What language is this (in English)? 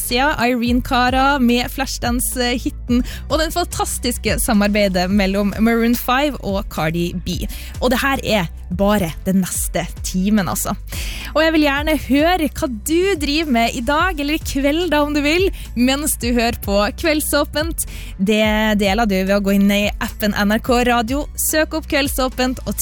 Norwegian